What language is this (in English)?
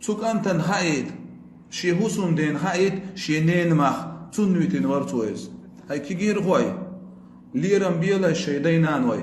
Chechen